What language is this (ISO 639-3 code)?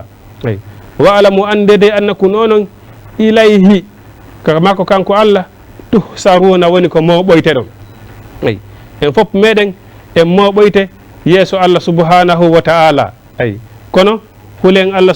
ful